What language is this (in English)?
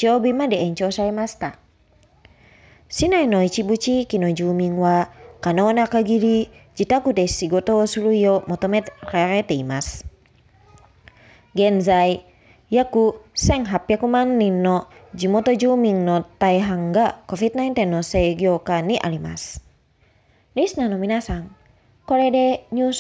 Japanese